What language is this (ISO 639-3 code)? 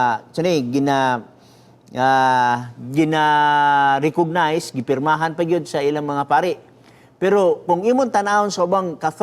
ceb